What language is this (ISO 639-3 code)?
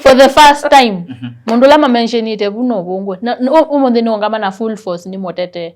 kam